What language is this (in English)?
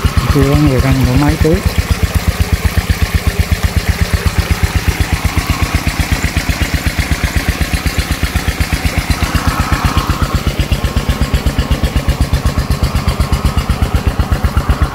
Vietnamese